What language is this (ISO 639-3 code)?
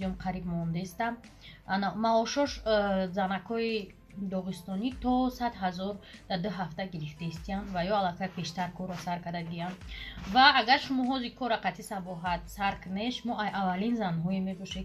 tgk